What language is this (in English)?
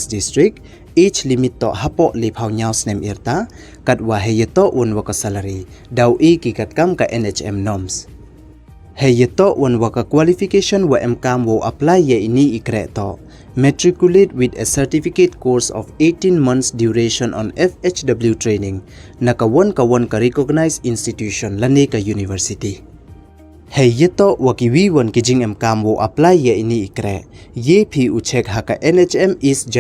Pnar